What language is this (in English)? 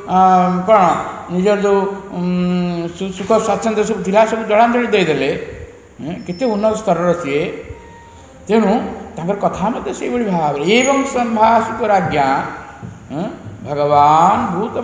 Odia